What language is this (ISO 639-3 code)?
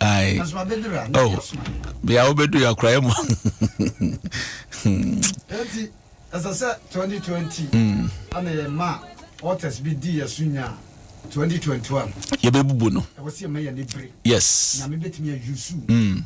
aka